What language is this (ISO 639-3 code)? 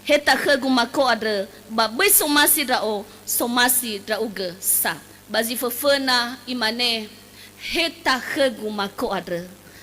nia